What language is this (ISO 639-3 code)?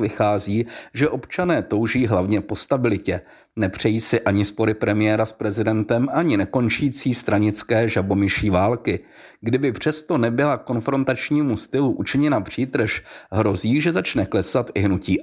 ces